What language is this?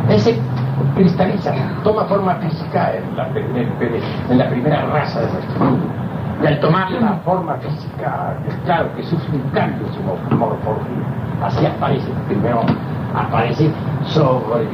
Spanish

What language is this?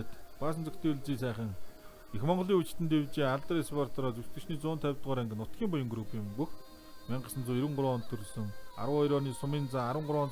Mongolian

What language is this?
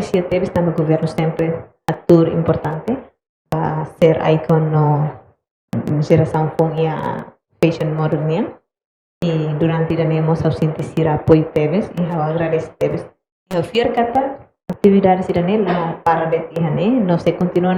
Tetum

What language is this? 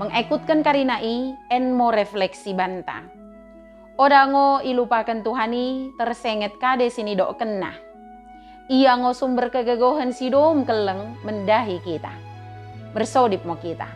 Batak Dairi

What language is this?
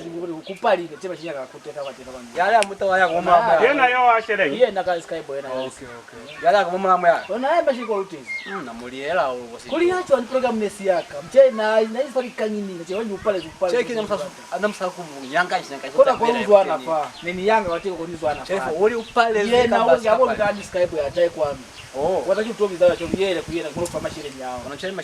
Lozi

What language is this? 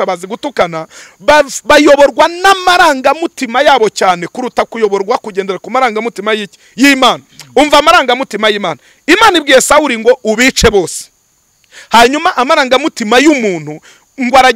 Kinyarwanda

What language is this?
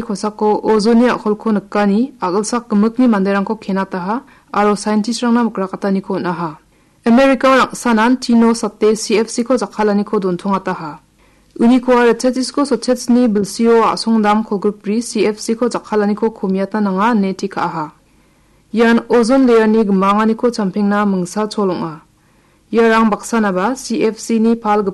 Garo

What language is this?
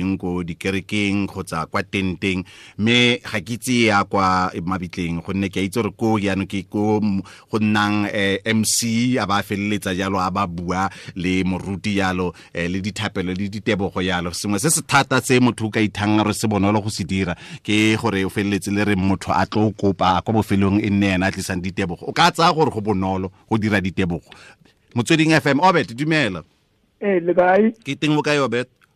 Tswana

